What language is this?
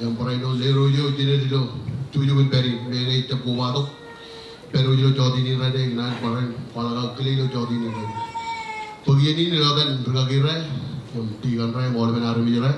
Marshallese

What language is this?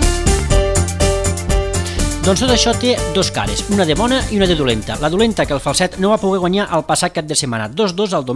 Catalan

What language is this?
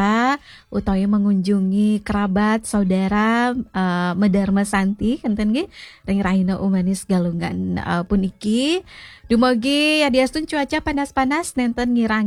Balinese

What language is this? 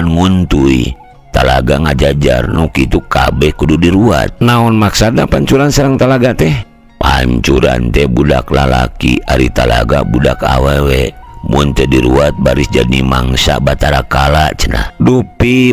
Sundanese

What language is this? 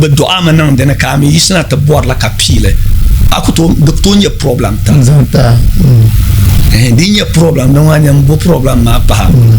Dagbani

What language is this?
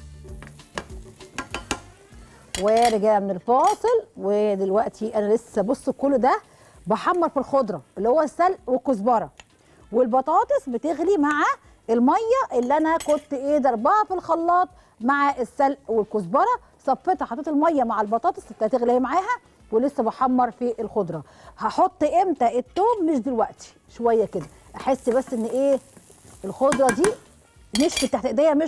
Egyptian Arabic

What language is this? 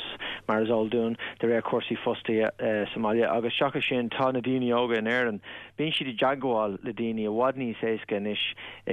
Irish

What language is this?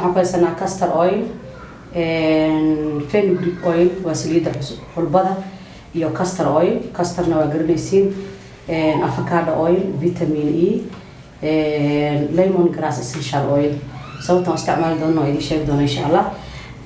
Somali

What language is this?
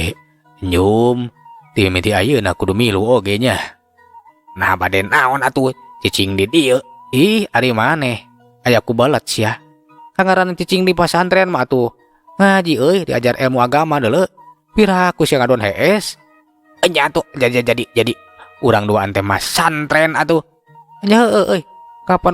Sundanese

